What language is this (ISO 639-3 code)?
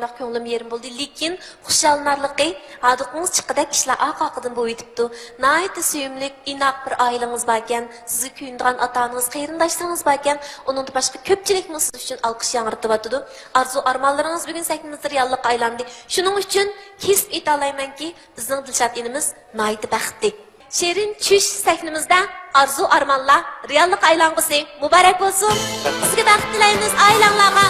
uig